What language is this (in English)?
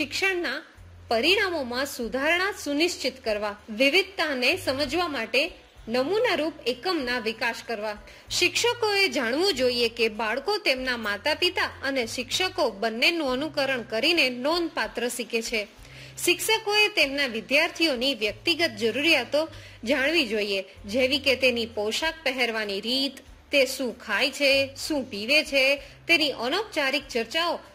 Gujarati